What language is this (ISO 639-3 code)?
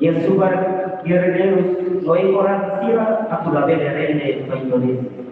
tet